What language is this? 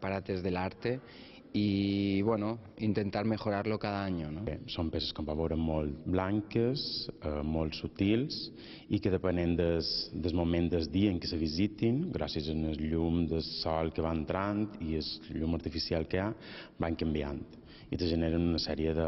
Catalan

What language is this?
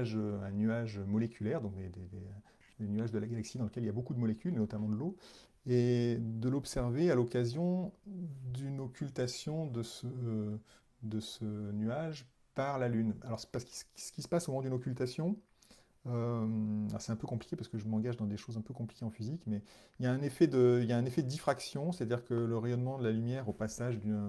French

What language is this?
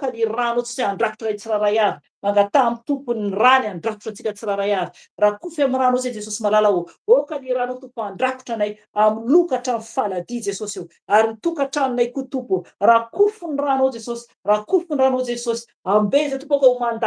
Malagasy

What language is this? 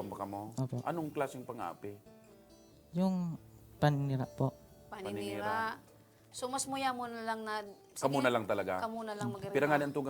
Bikol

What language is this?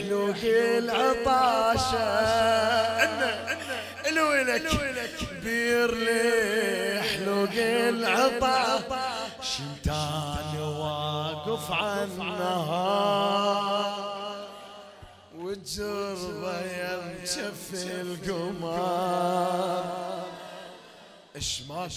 Mesopotamian Arabic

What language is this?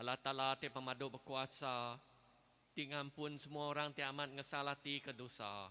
Iban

